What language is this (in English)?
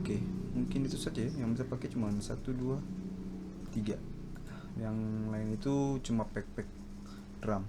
Ambonese Malay